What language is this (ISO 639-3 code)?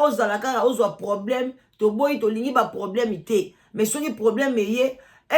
lin